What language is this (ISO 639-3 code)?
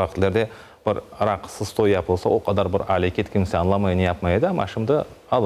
crh